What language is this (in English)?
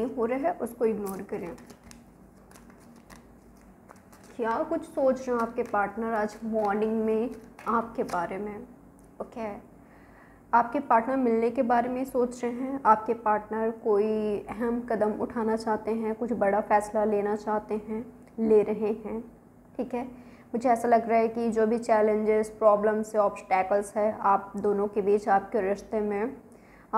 Hindi